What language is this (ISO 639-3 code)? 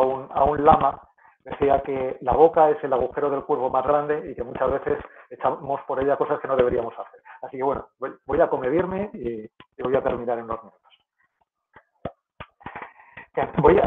spa